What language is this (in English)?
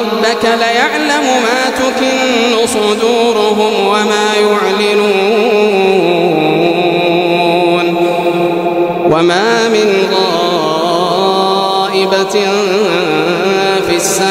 Arabic